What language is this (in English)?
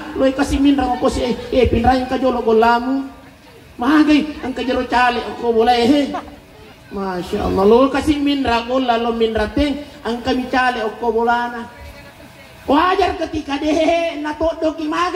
Buginese